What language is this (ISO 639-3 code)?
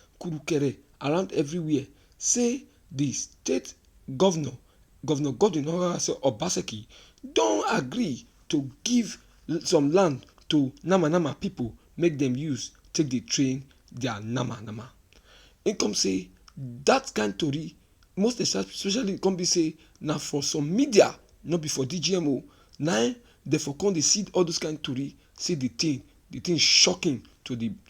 pcm